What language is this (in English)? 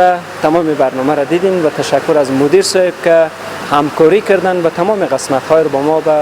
Persian